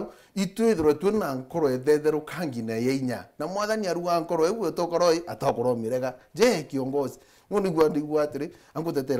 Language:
Meru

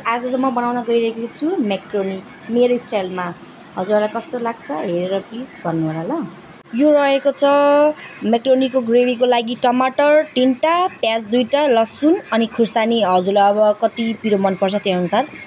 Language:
Nepali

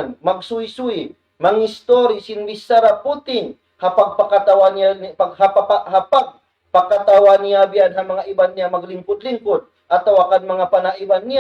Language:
Tausug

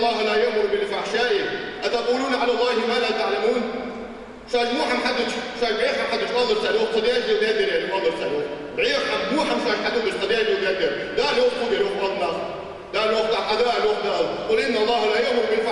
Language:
Ingush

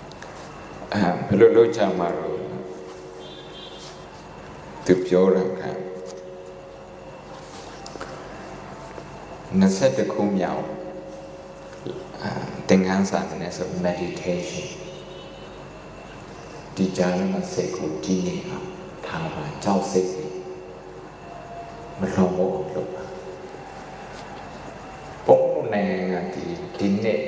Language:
Burmese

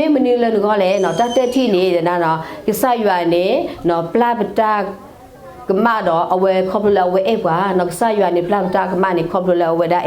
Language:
S'gaw Karen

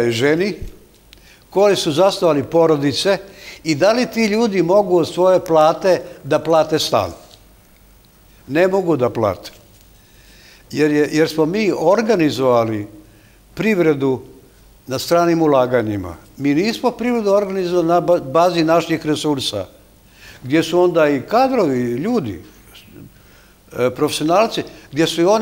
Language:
Serbian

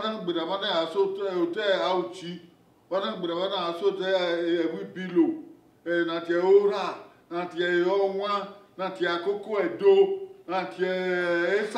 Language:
Bini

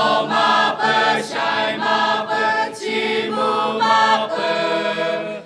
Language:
Lahu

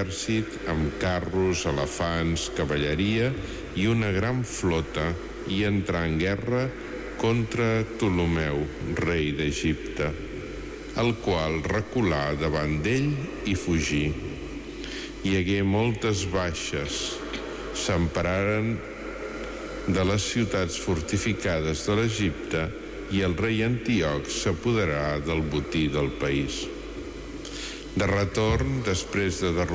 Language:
Catalan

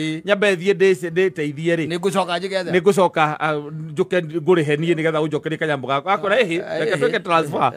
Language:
Kikuyu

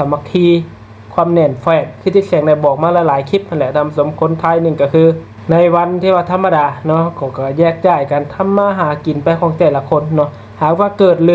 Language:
Lao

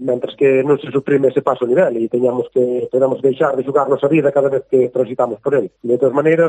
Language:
Galician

